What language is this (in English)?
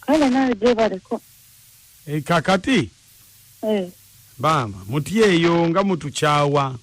Ganda